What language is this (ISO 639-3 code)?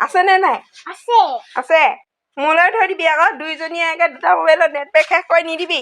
asm